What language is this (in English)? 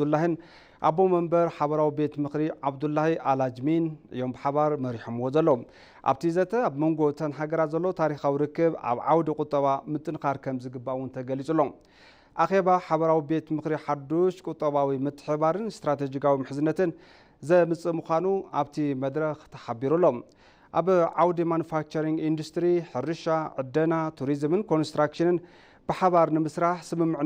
Tigrinya